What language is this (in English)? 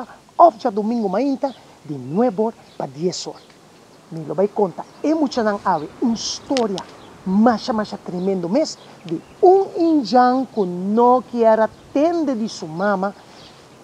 Papiamento